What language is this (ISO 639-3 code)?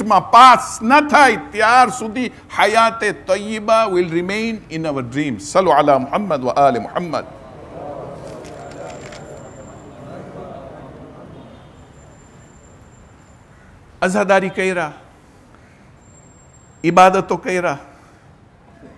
guj